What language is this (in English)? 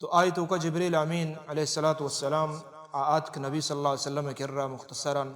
Baluchi